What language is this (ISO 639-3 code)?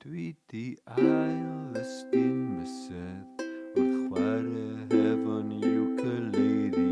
cym